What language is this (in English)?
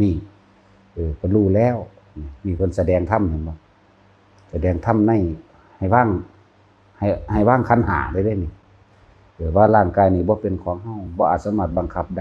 Northeastern Thai